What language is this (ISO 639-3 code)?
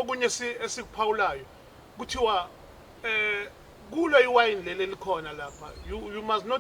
zul